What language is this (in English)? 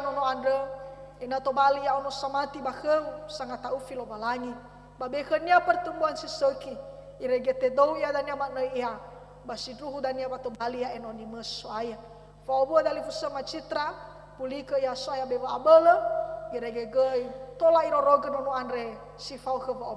Nias